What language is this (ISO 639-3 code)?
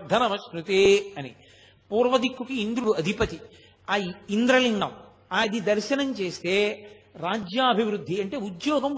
tel